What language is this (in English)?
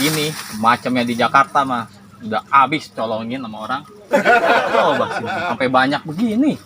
Betawi